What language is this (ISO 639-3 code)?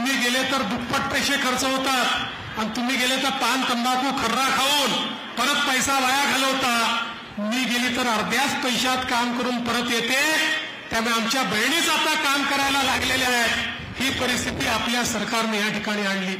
mar